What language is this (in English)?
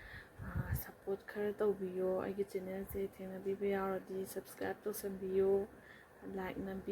Manipuri